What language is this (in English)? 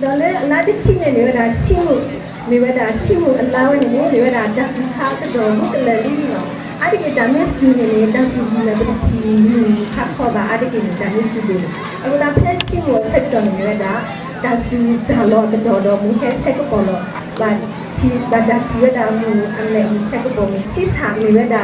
S'gaw Karen